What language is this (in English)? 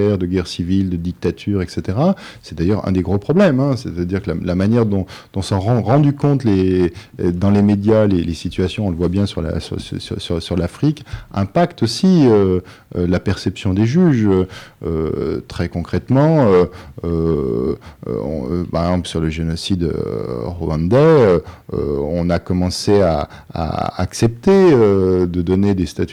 French